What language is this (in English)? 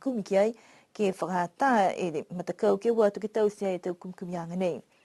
Niuean